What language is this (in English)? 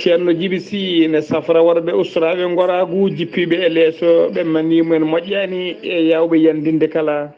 Fula